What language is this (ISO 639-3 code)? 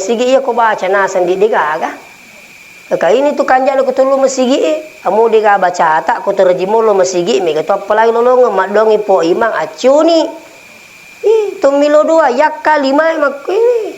bug